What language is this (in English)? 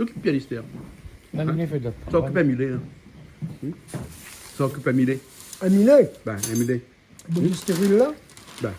Réunion Creole French